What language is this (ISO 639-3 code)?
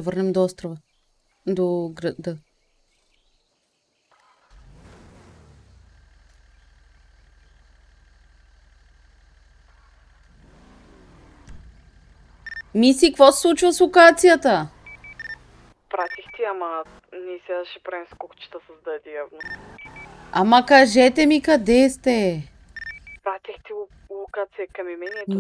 bul